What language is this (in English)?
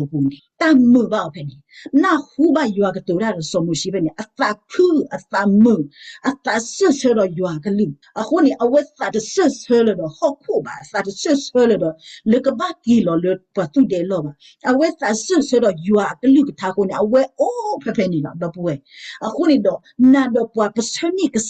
S'gaw Karen